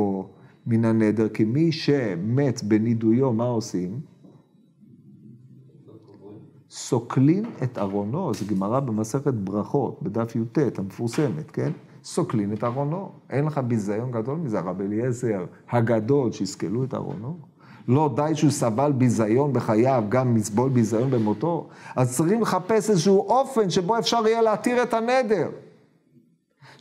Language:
Hebrew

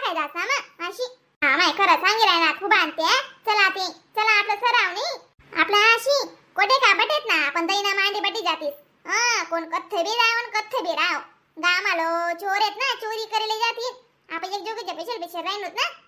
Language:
Khandesi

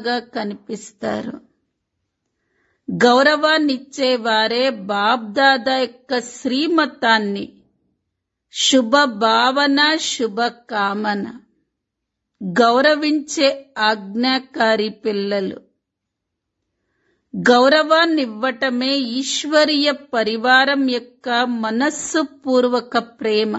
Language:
Telugu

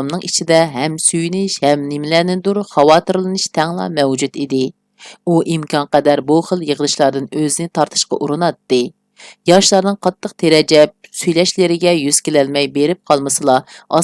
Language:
Uyghur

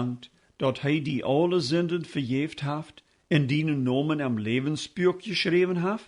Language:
Plautdietsch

